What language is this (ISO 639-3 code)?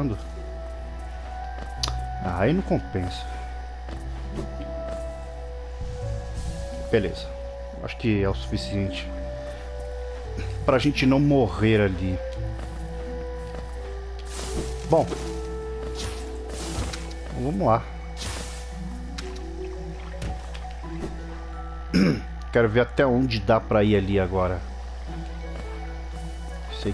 por